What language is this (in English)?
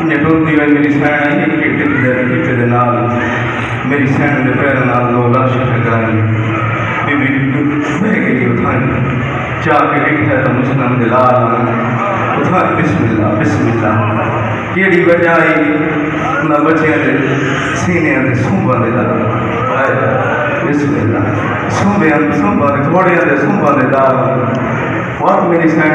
Saraiki